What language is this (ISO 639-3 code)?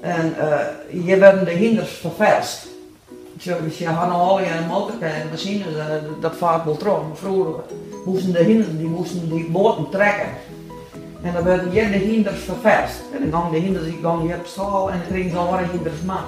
fry